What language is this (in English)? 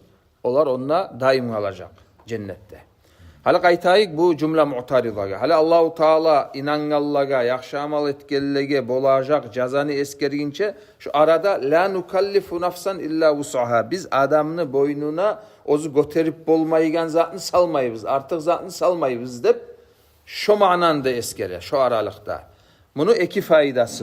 Kumyk